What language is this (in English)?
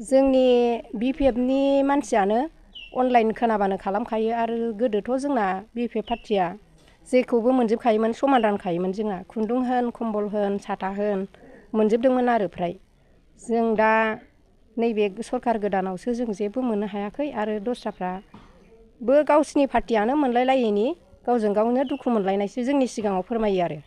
Bodo